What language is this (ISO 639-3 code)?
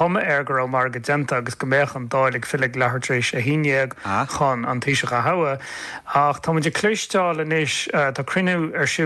gle